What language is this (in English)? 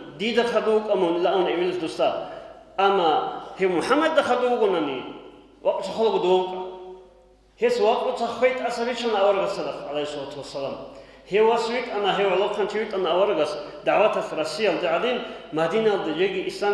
Avaric